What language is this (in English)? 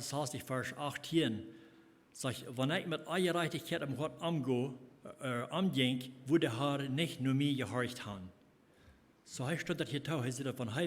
Plautdietsch